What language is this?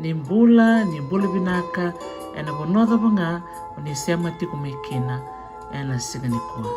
Fijian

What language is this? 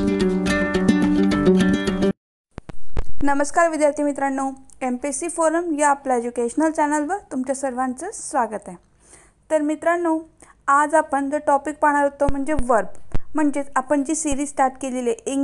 Marathi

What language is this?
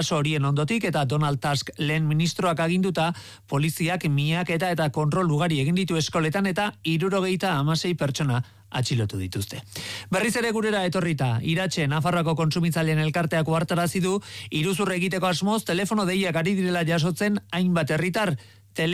Basque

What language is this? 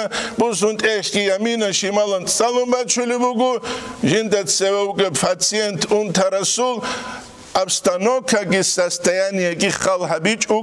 Avaric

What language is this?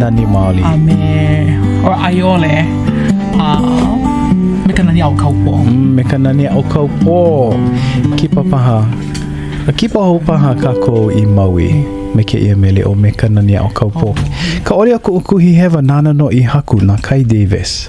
Hawaiian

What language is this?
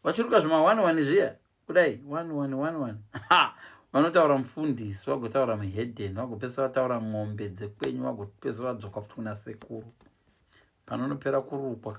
Shona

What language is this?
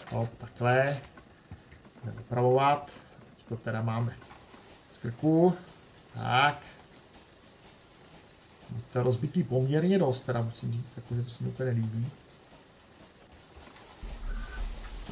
Czech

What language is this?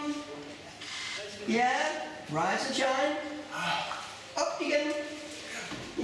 Danish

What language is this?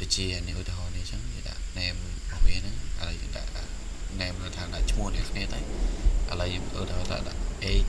Khmer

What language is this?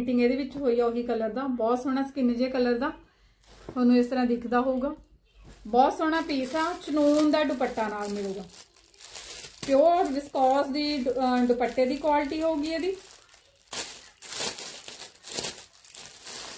Punjabi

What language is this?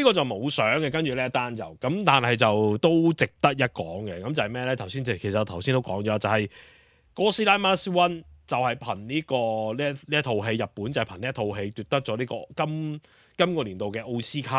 Cantonese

